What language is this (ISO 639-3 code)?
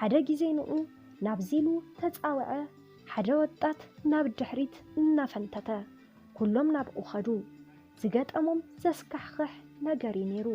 tir